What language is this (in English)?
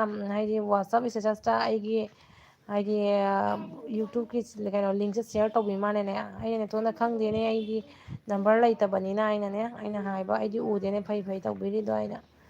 Manipuri